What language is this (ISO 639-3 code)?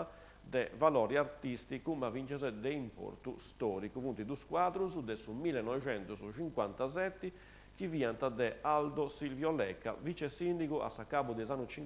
srd